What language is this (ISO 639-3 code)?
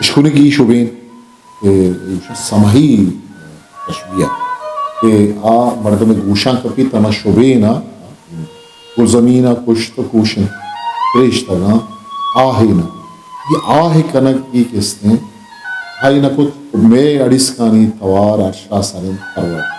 bgp